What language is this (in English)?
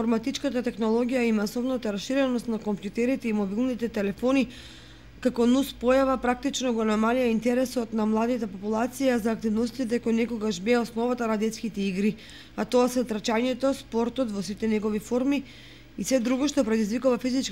Macedonian